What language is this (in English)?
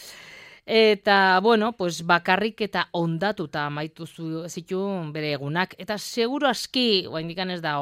Basque